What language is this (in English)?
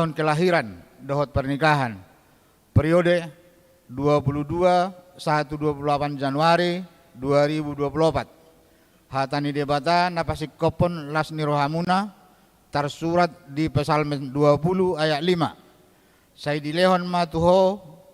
Batak Toba